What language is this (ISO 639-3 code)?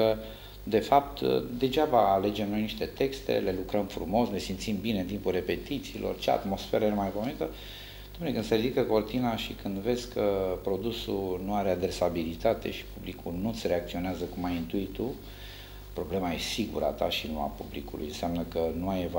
ron